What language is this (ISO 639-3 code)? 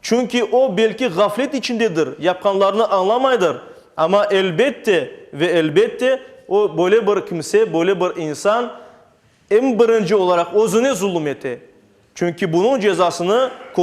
crh